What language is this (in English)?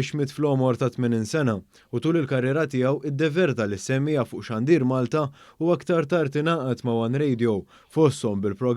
Maltese